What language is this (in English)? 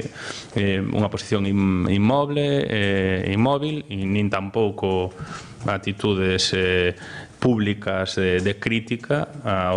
Galician